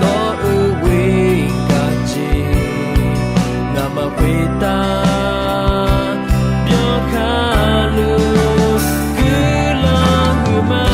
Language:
Akha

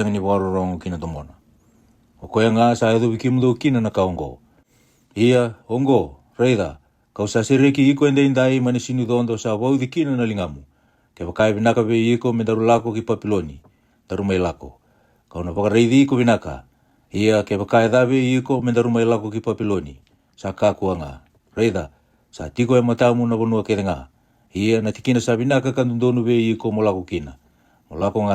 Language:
Fijian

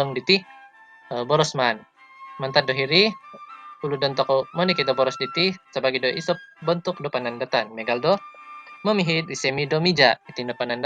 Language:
Central Dusun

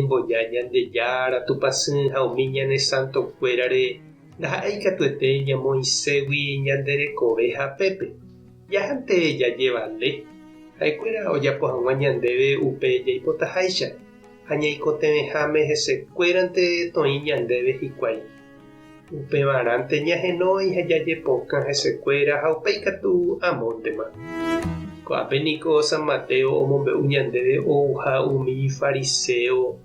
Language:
Guarani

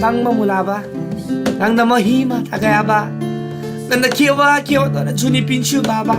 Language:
Eastern Tamang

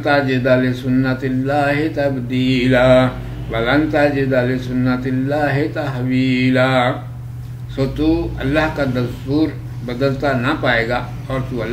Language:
Urdu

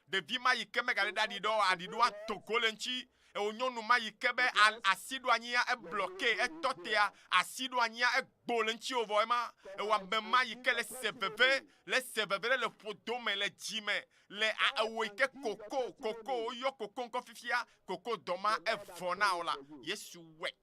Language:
Ewe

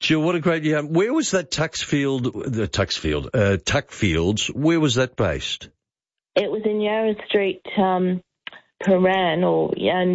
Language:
English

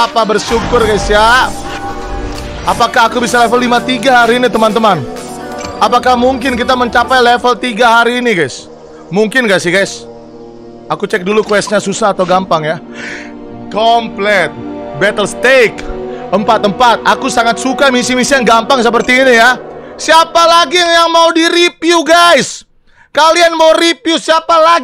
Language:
Indonesian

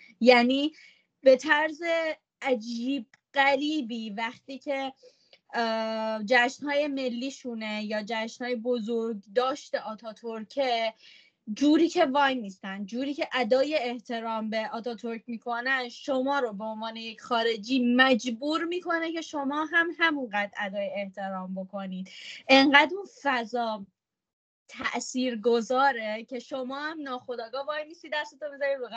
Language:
Persian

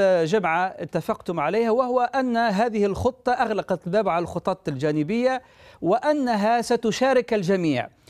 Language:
Arabic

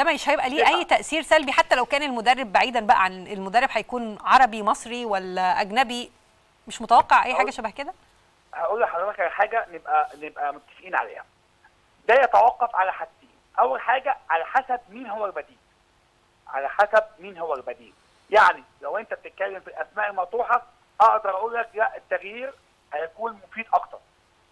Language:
Egyptian Arabic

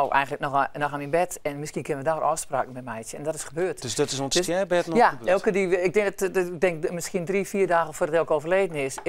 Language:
Western Frisian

